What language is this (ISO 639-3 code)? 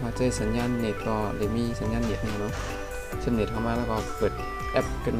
shn